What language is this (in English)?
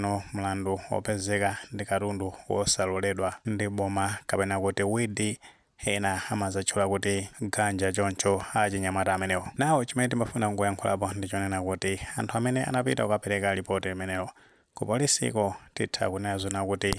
Nyanja